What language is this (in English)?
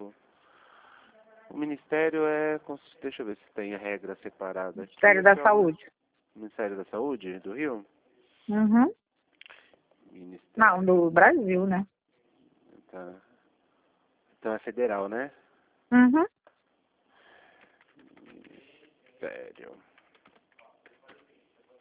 Portuguese